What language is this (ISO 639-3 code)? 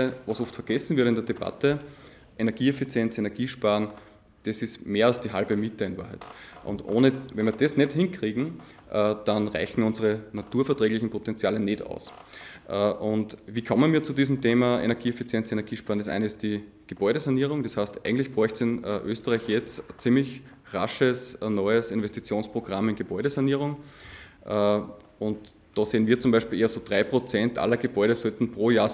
deu